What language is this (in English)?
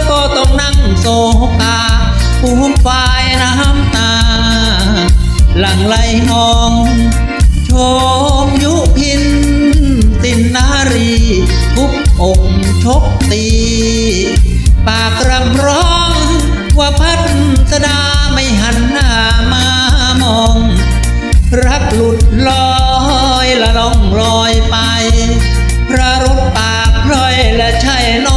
Thai